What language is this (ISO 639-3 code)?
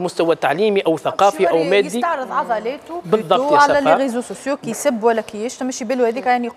aeb